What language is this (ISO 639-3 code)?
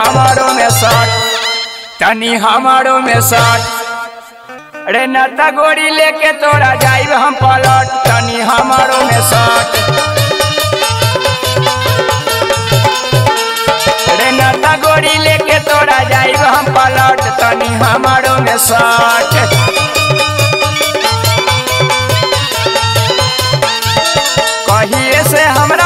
bho